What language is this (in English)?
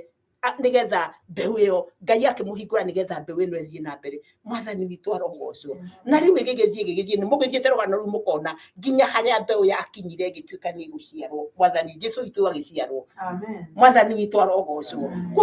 Kikuyu